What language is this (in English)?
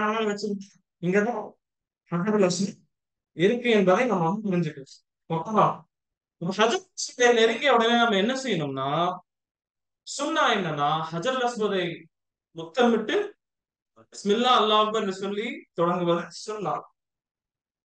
Tamil